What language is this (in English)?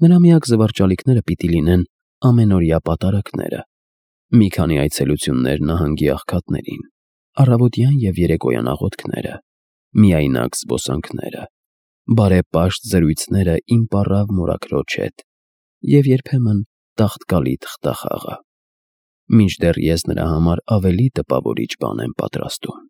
Armenian